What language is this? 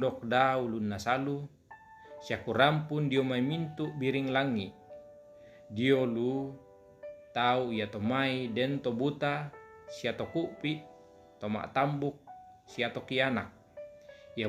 Toraja-Sa'dan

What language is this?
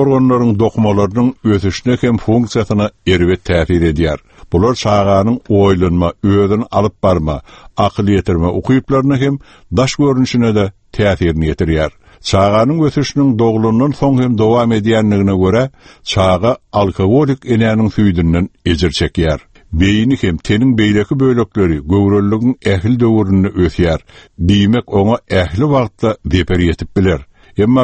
Turkmen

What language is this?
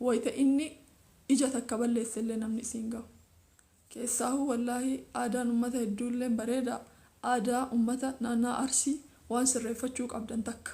Oromo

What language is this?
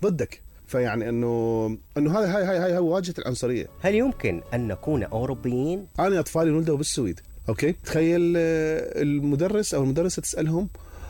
Mesopotamian Arabic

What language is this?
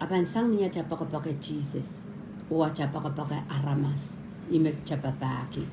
Pohnpeian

